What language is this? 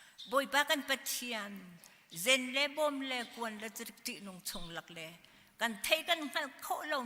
Hakha Chin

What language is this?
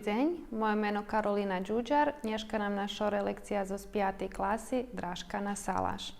Rusyn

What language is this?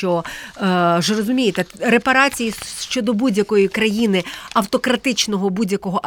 Ukrainian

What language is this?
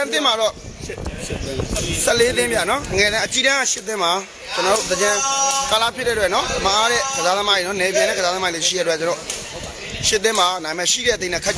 Burmese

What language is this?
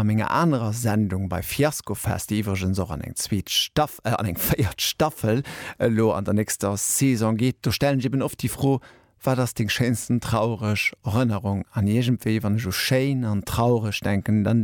Luxembourgish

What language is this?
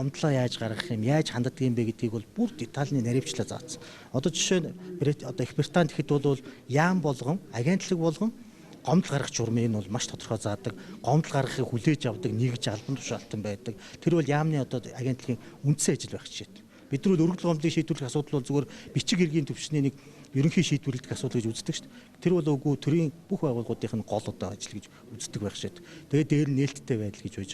Mongolian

